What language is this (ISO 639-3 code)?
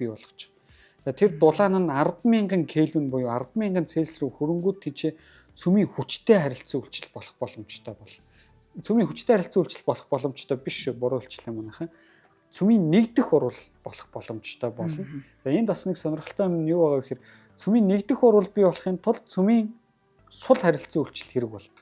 mon